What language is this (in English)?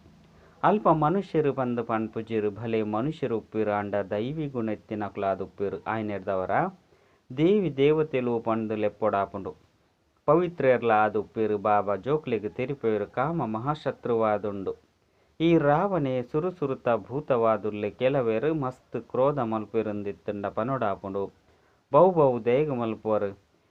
Tulu